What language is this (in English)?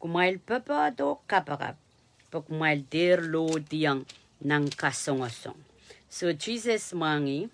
Pohnpeian